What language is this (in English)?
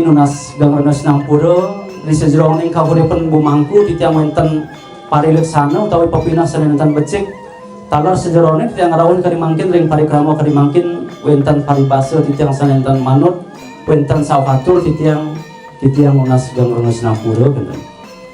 Balinese